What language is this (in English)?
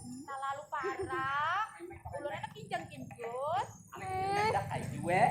Banjar